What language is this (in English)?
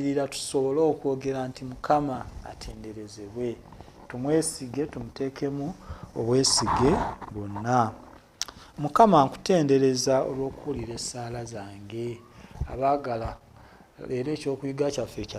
Ganda